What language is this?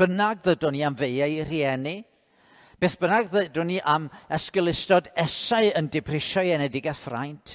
Welsh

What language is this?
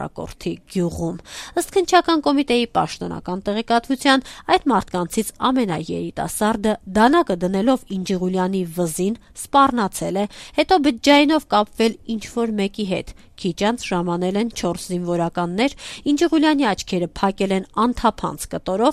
Armenian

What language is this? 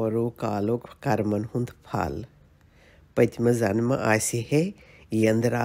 Kashmiri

